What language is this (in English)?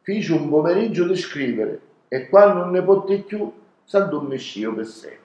Sicilian